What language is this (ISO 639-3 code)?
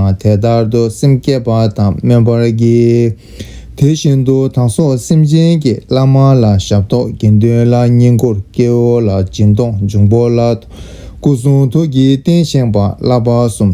bod